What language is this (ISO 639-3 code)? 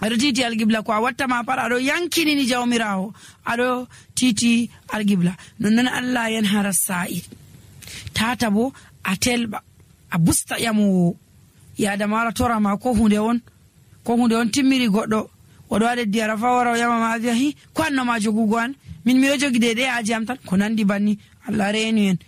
fuv